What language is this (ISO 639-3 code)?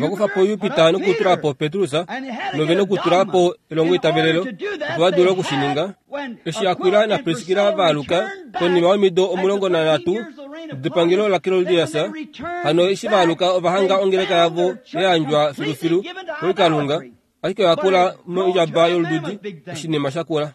kua